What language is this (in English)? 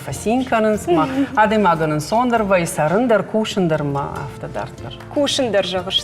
Ossetic